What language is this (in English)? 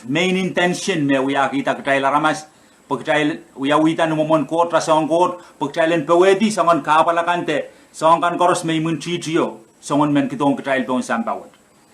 Pohnpeian